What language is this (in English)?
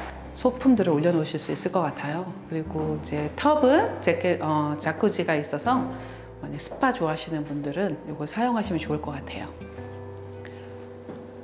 Korean